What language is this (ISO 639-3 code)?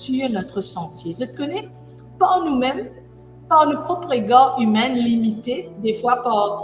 mfe